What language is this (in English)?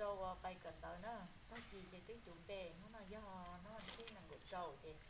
Hmong